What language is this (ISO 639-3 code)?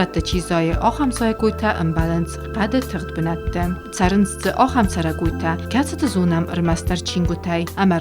oss